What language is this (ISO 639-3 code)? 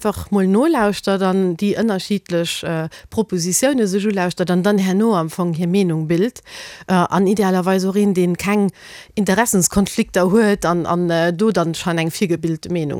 ltz